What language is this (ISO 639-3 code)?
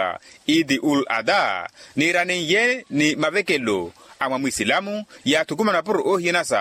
vmw